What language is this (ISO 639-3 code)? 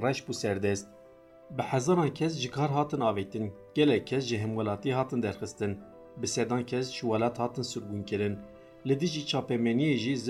kur